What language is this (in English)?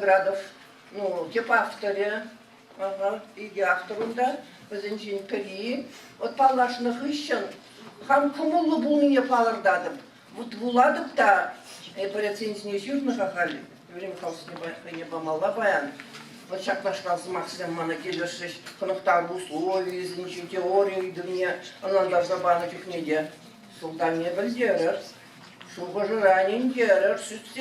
Chuvash